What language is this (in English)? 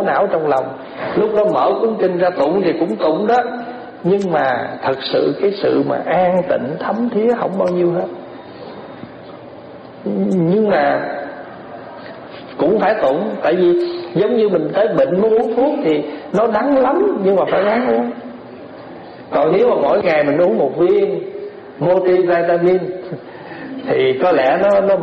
Vietnamese